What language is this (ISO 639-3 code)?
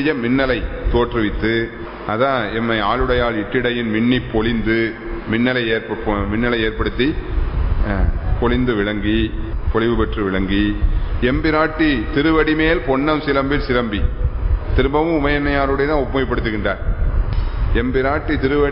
tam